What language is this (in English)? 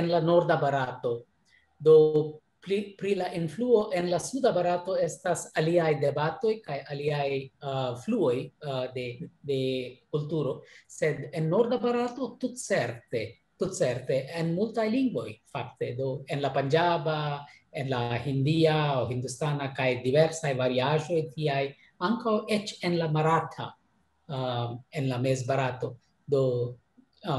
Esperanto